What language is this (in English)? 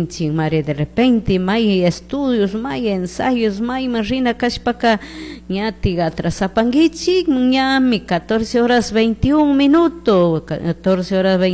Chimborazo Highland Quichua